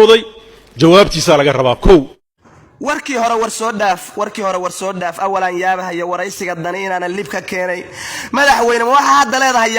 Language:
Somali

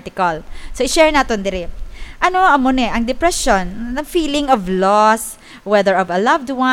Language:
Hiligaynon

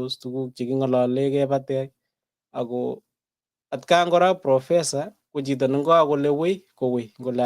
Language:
Kalenjin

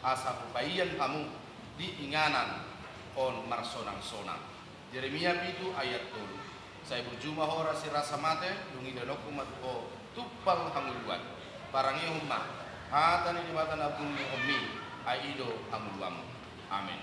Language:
Batak Toba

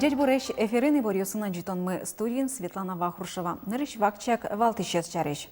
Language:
Udmurt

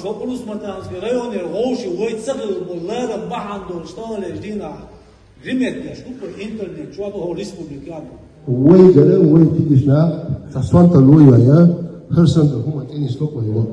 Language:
Chechen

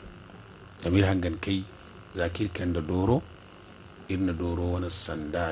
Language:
Zarma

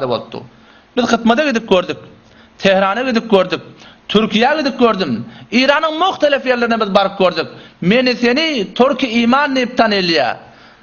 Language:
Turkmen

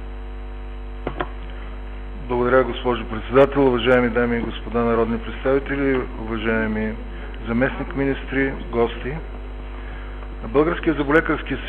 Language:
Bulgarian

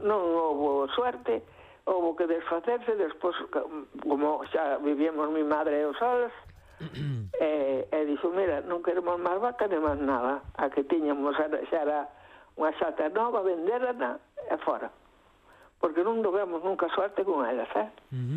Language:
Galician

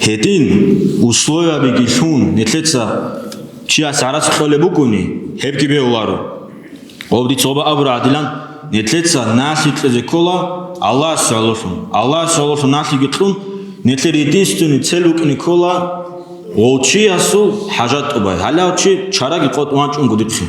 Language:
Avaric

